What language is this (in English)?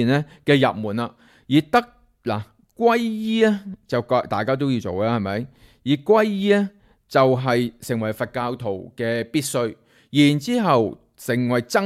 Cantonese